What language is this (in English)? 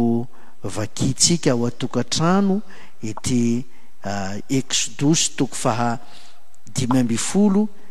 Malagasy